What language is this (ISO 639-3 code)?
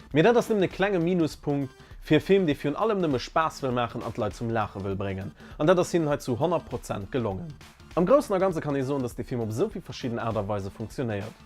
ltz